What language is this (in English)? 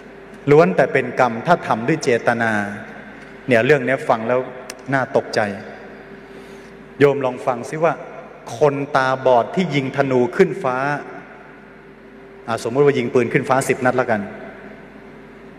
Thai